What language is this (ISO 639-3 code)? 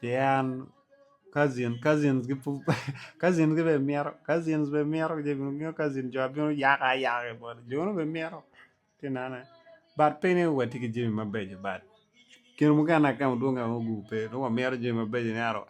ach